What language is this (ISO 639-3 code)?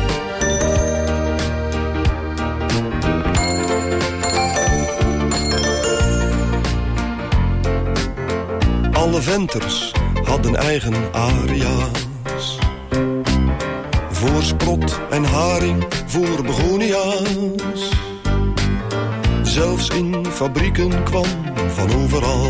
nld